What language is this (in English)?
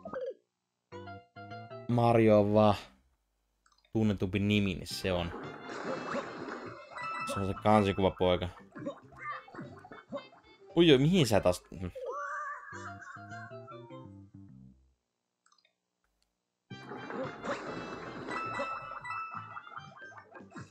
Finnish